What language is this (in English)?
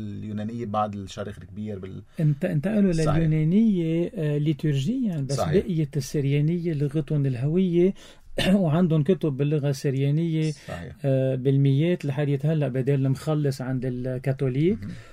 North Levantine Arabic